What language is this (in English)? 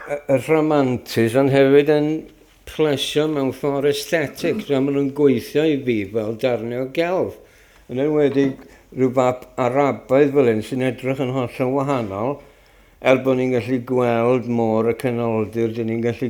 Welsh